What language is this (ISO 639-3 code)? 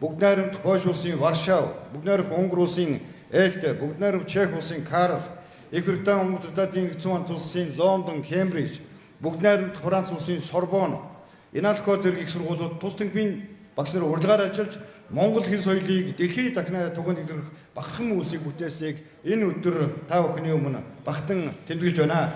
mon